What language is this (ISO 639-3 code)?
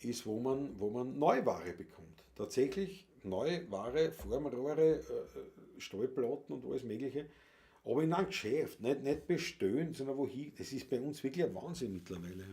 bar